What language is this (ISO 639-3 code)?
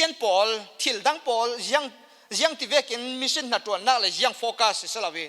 cfm